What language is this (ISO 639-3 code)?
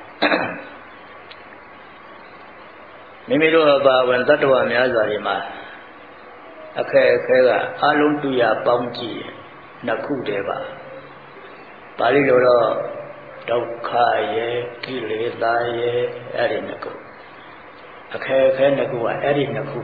mya